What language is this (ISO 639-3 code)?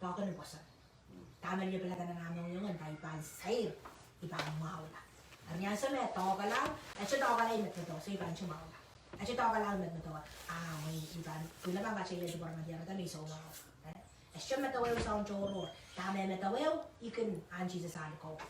pon